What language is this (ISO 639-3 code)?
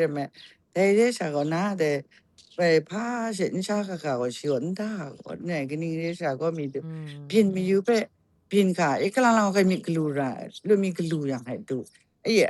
kac